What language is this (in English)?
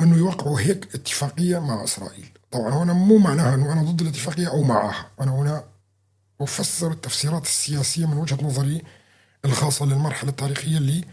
North Levantine Arabic